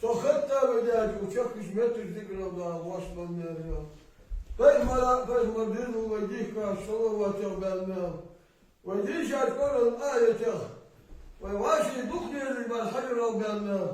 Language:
Ingush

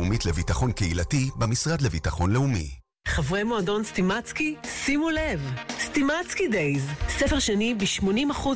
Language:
Hebrew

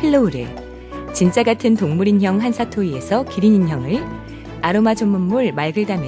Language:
Korean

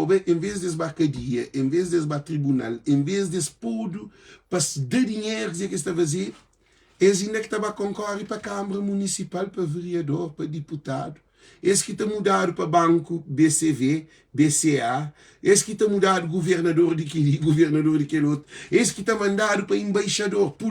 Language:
Kabuverdianu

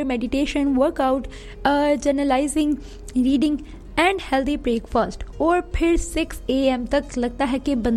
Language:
Hindi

